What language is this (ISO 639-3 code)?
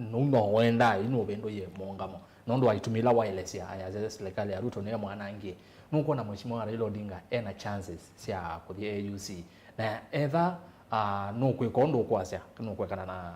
kam